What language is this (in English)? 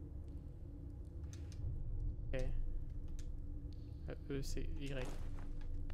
French